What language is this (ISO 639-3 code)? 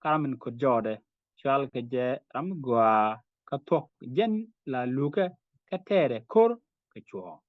nus